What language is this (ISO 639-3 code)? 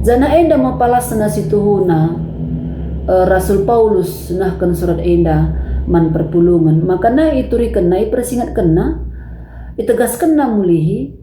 btx